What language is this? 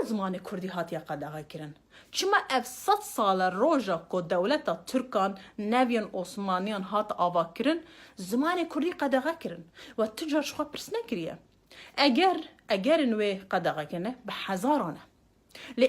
Kurdish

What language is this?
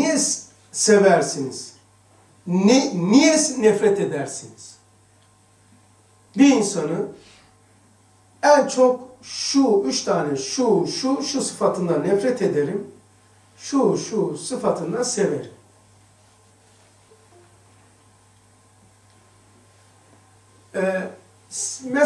Turkish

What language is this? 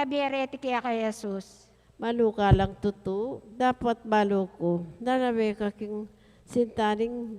Pampanga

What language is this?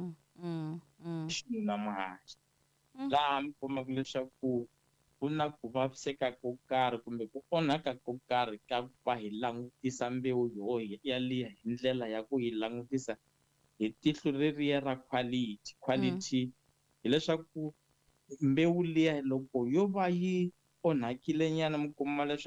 Tsonga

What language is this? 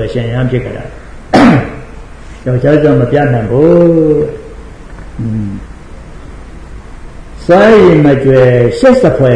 Burmese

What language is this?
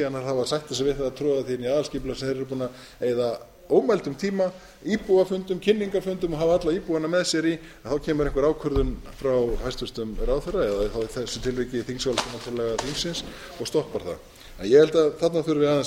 Icelandic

